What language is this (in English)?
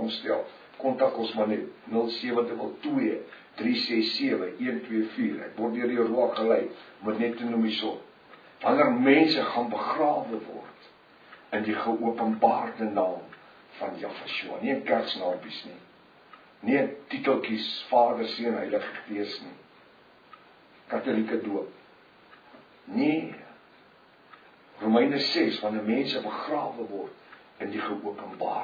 Afrikaans